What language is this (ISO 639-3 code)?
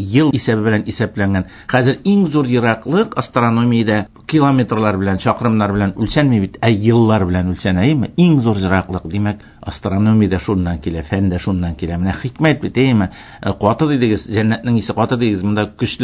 tat